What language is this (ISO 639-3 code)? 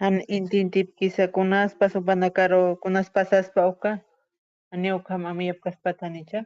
aym